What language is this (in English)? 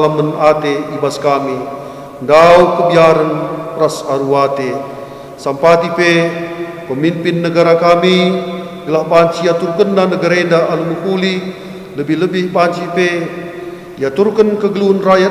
Batak Karo